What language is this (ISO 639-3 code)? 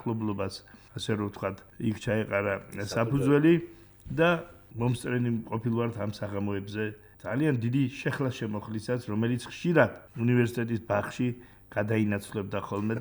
kat